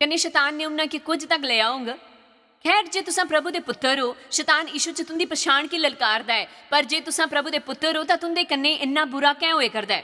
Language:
Dogri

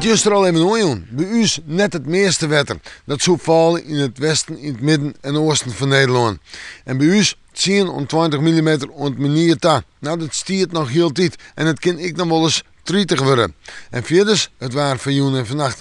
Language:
Western Frisian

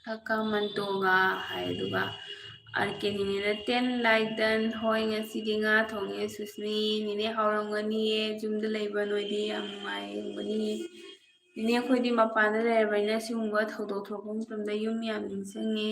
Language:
Manipuri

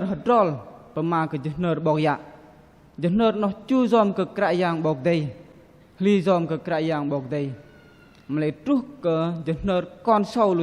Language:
Bahnar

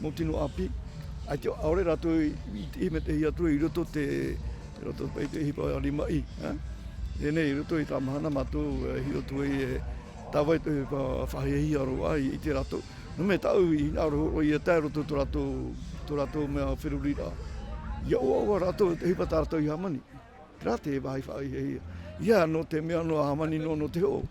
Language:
Tahitian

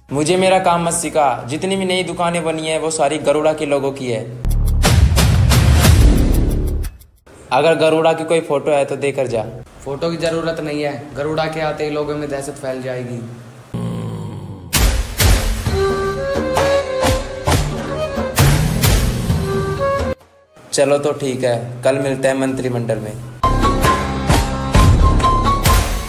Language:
Hindi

